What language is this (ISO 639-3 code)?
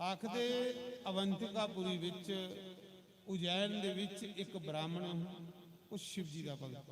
doi